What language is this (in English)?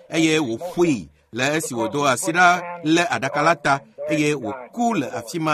Ewe